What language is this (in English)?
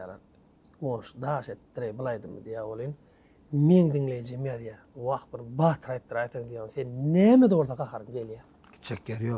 Turkmen